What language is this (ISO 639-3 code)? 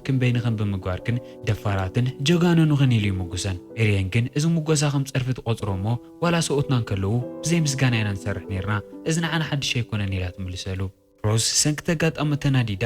tir